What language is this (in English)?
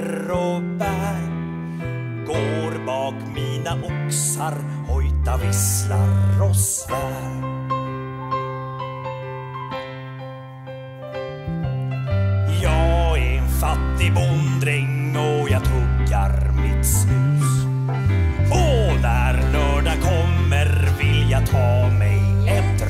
Swedish